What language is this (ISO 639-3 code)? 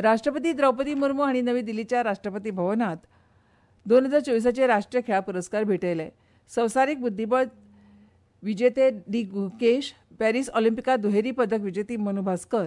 kok